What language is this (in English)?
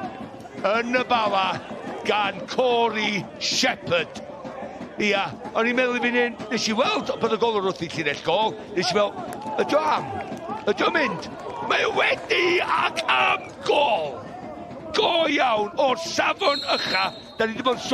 Welsh